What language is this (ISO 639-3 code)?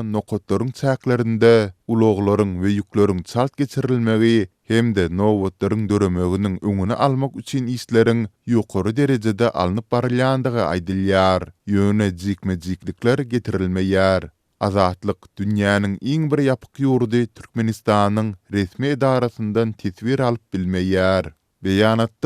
tuk